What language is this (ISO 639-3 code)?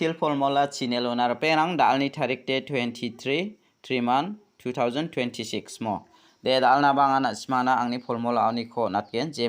grt